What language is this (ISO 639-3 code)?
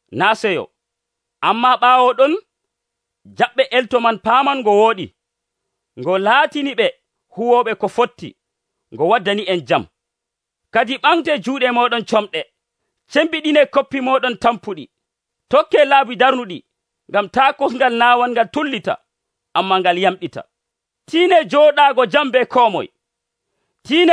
fuv